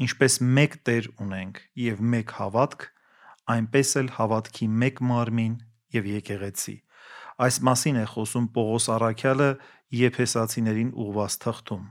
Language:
Armenian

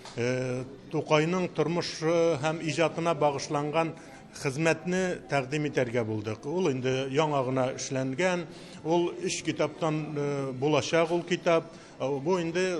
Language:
Tatar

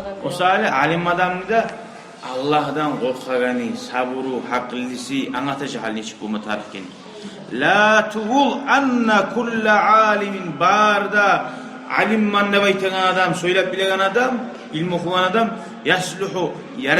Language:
Kumyk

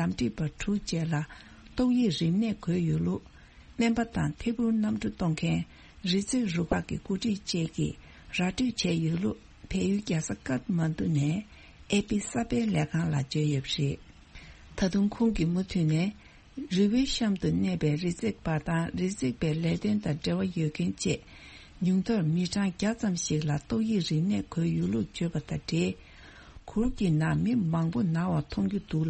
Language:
Tibetan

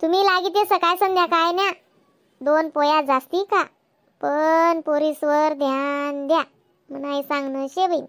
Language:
Khandesi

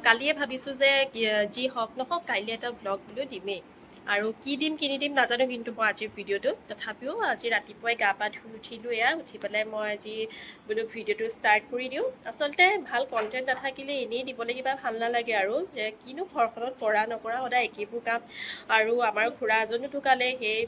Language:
Assamese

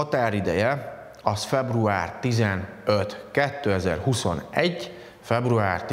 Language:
Hungarian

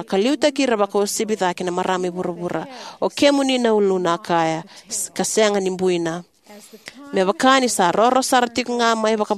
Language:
Fijian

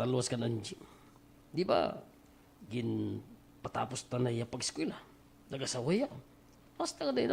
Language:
Waray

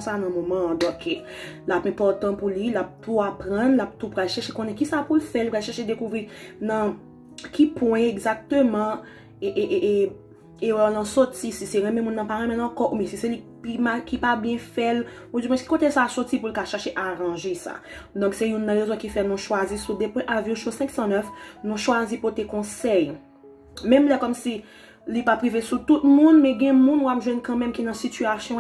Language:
Haitian Creole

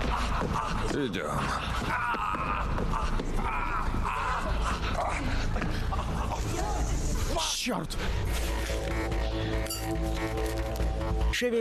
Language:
Russian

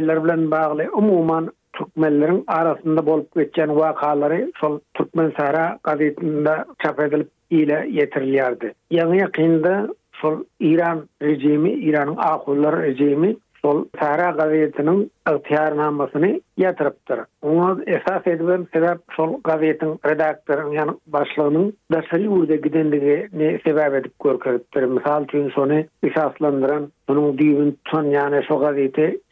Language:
Turkmen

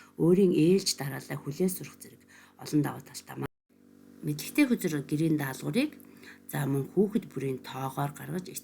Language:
Mongolian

